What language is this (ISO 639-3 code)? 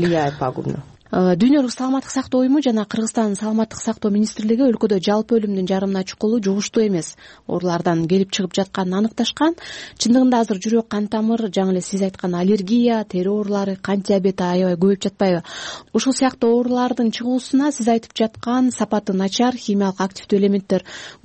kir